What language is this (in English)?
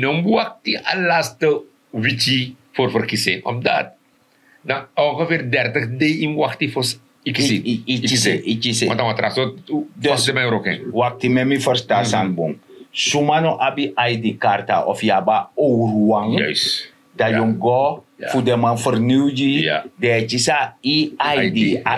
Sranan Tongo